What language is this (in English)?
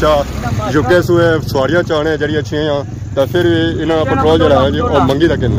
Pahari-Potwari